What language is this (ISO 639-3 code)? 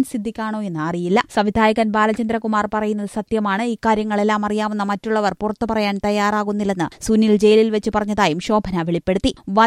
mal